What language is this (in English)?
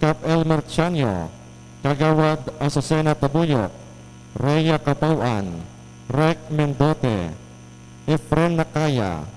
Hiligaynon